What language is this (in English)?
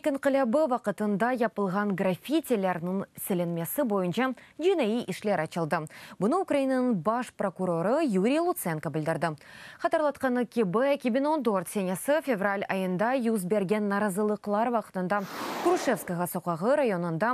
Crimean Tatar